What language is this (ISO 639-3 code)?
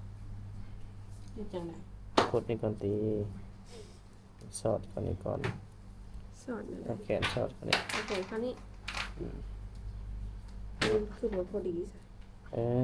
lao